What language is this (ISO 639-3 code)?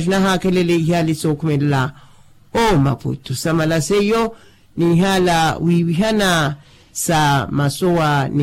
vmw